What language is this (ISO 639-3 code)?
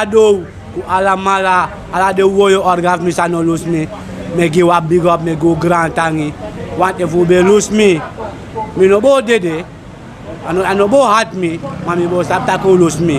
srn